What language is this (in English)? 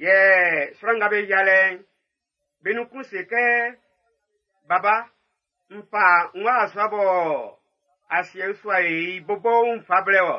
Baoulé